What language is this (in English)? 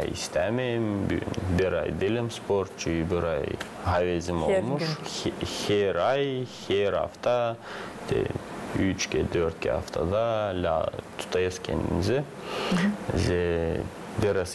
Gagauz